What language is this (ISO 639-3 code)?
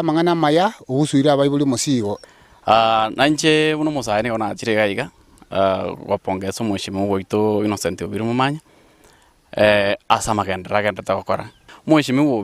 guz